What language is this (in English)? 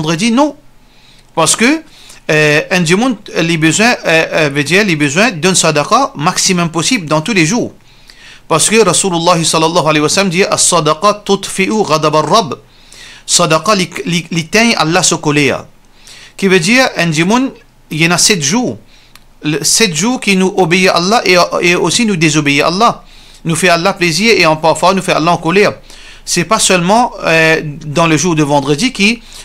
Morisyen